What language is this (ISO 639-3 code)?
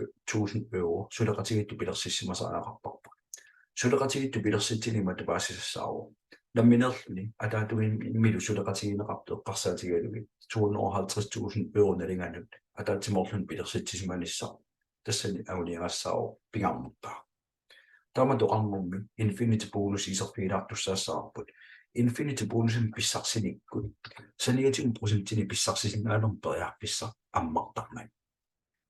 kal